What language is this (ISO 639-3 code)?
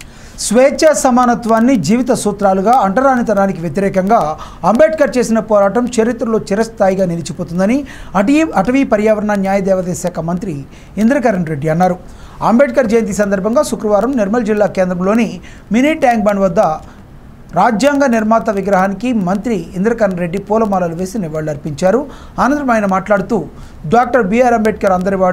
tel